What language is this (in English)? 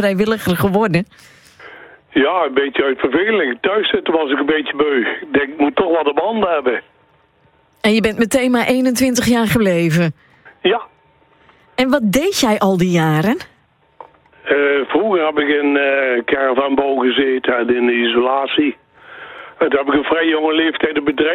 Dutch